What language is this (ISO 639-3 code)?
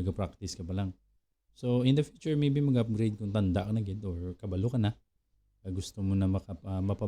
hil